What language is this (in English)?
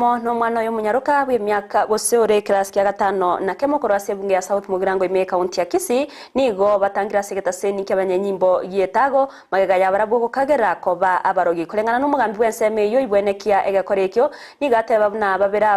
Gusii